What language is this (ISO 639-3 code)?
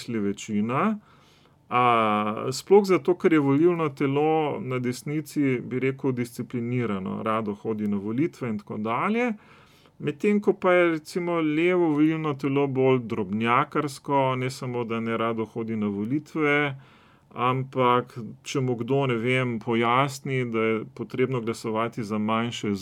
slv